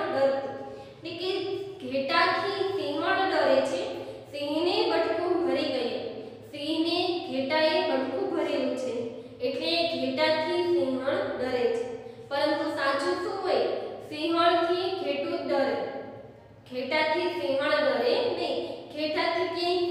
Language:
Gujarati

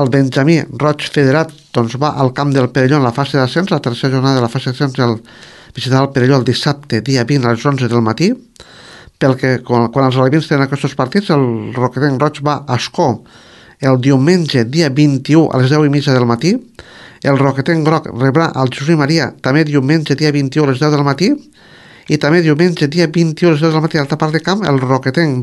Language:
Catalan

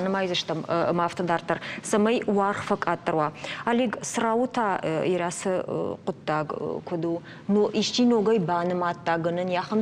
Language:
Ossetic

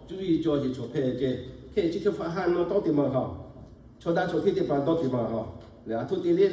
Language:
Lahu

